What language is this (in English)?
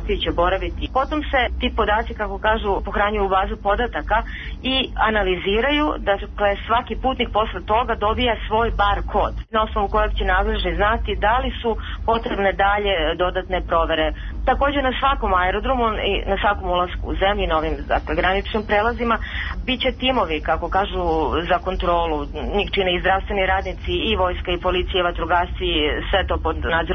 Serbian